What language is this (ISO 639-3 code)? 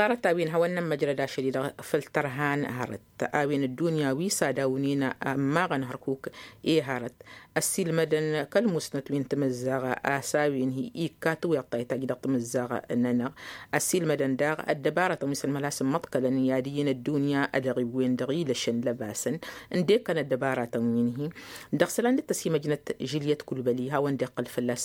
taq